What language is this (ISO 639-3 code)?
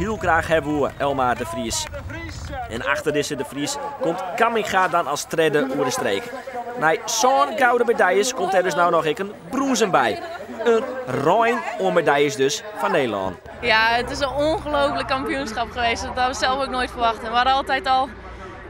fry